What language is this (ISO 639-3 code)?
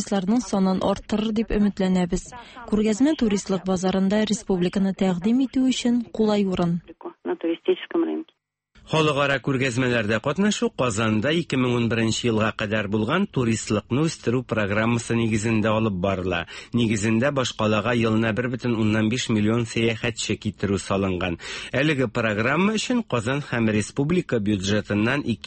tat